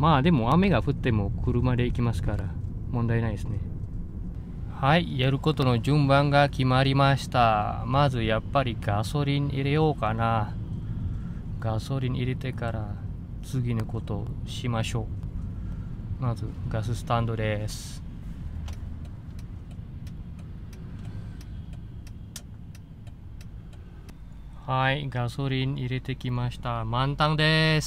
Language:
Japanese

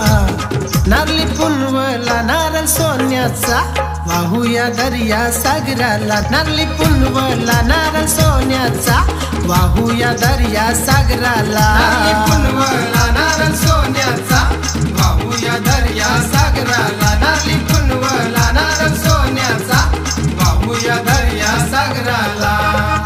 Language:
Marathi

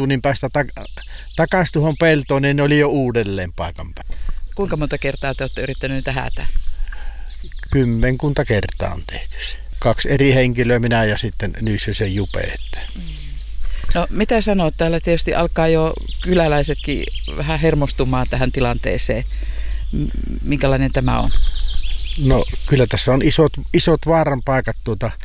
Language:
Finnish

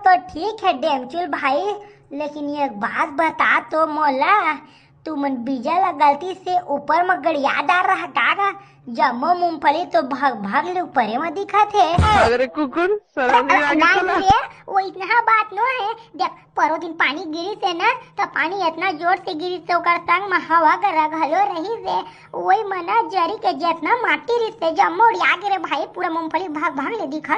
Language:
Chhattisgarhi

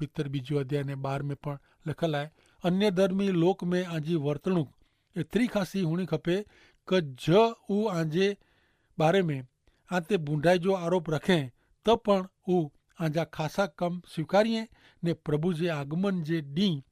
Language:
Kachhi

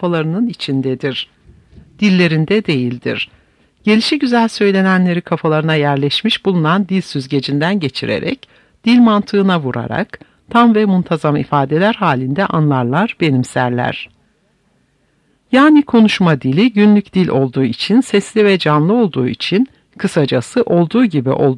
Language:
Turkish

